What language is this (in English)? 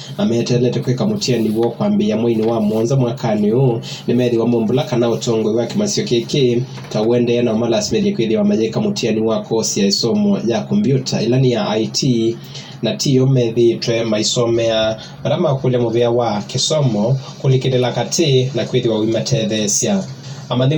Kamba